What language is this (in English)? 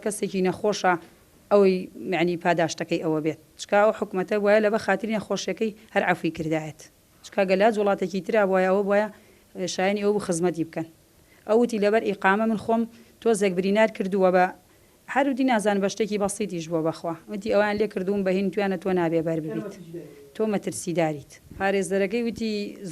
Central Kurdish